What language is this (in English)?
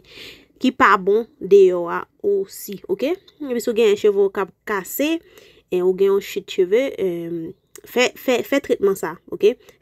Haitian Creole